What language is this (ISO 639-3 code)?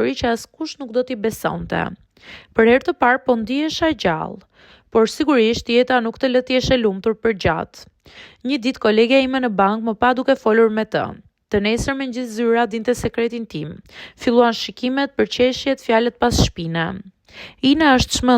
sqi